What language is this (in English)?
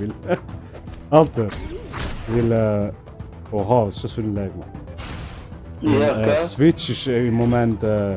Swiss German